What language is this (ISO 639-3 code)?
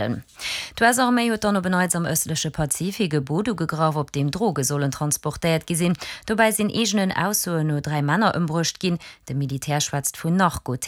ltz